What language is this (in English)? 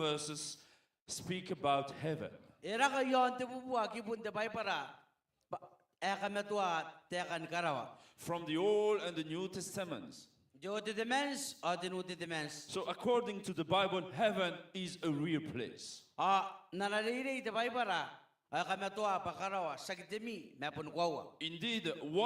Gilbertese